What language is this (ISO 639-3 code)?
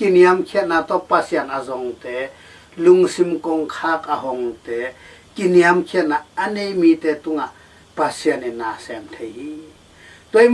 ctd